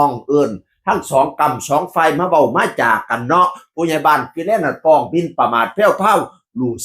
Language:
Northeastern Thai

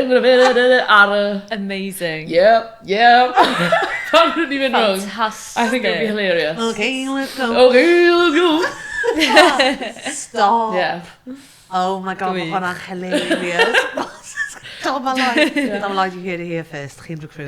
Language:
Welsh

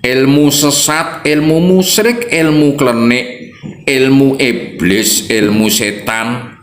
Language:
Javanese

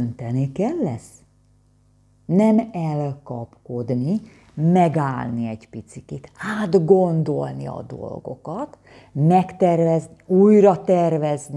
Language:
Hungarian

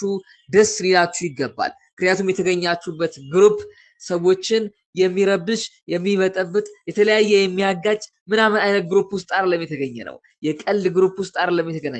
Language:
Amharic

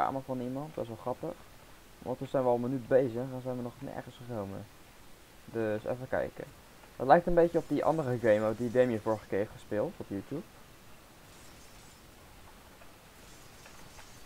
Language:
Dutch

